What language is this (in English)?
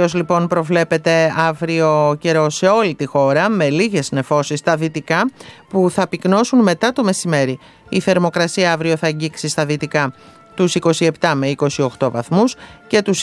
Greek